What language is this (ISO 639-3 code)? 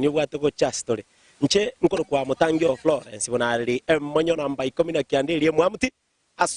guz